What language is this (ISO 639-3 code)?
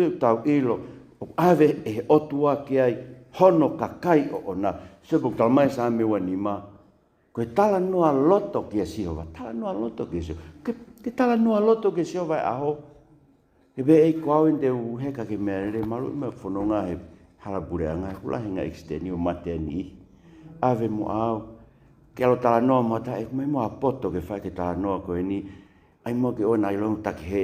ton